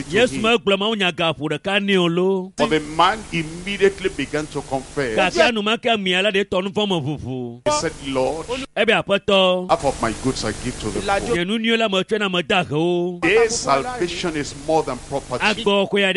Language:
Ewe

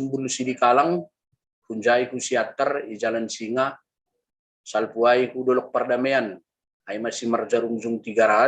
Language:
Batak Simalungun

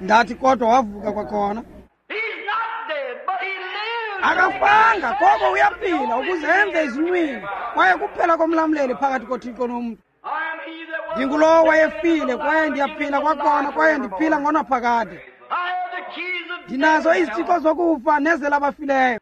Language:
Xhosa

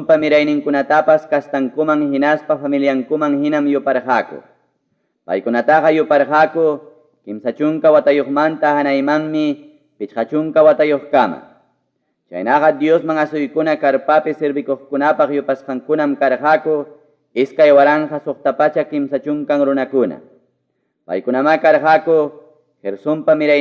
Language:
Ayacucho Quechua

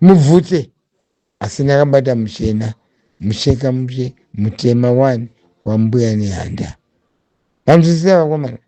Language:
Shona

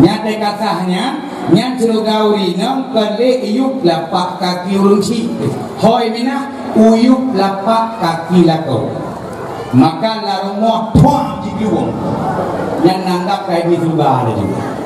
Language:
Achinese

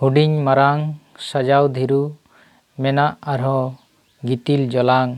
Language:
Santali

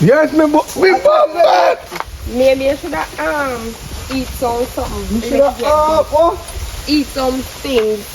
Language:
Jamaican Creole English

